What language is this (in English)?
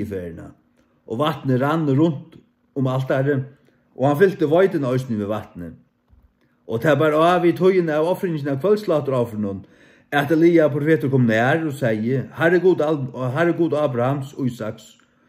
Faroese